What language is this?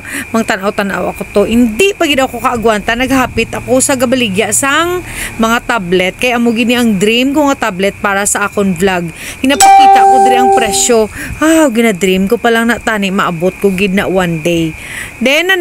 Hiligaynon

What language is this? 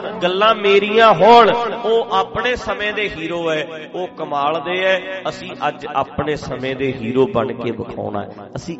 Punjabi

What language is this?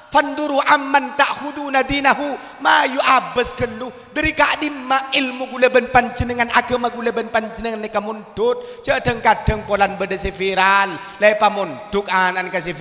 Madurese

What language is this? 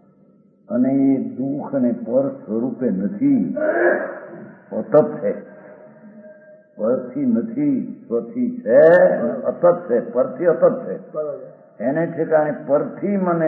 Gujarati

